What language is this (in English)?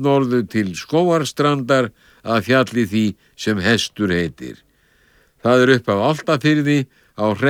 Icelandic